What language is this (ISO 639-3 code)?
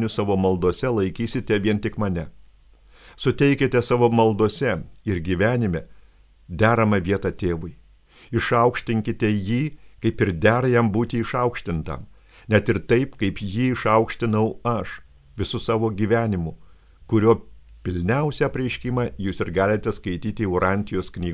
lit